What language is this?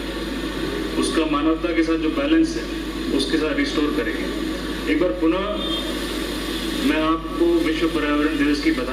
Hindi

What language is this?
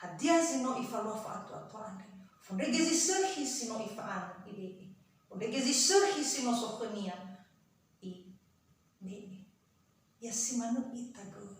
Nias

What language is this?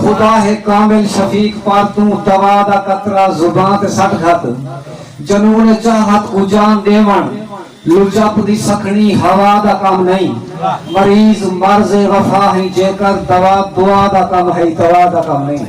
Saraiki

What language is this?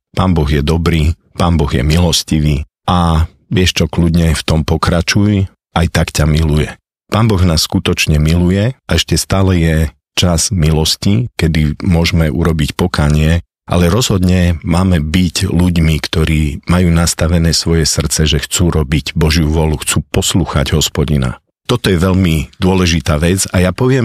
Slovak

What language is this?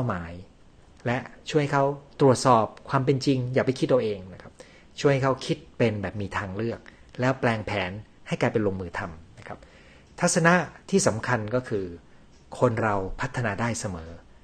Thai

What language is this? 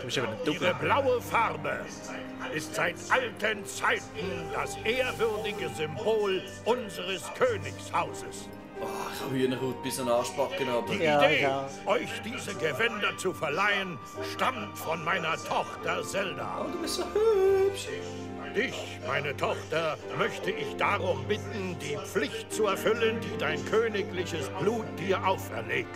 Swiss German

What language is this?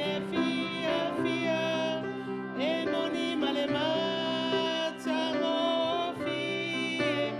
Samoan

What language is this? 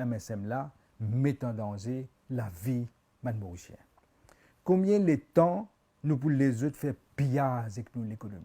Morisyen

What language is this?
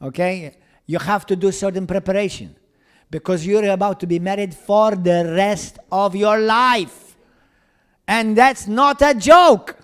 English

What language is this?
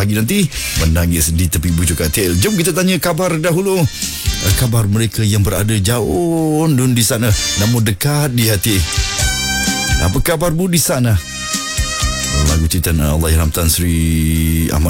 Malay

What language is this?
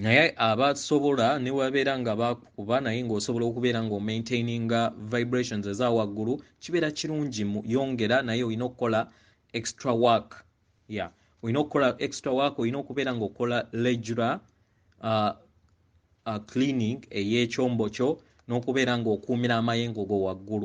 Ganda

